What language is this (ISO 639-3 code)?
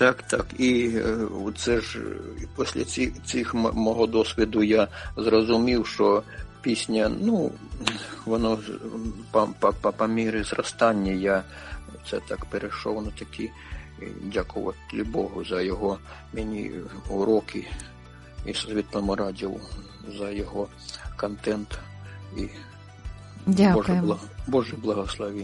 ukr